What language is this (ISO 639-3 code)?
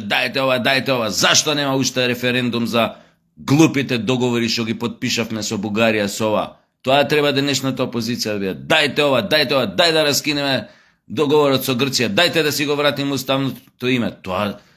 mkd